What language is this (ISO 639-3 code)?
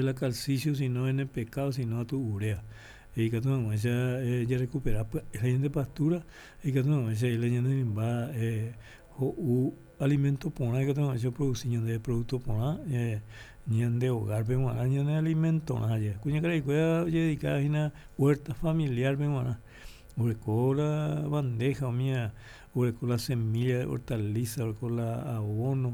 grn